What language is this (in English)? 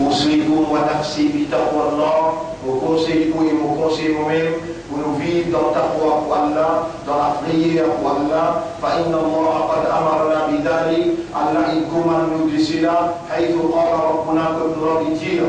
Morisyen